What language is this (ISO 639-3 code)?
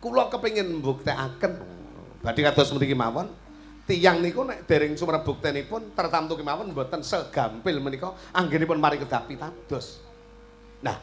jav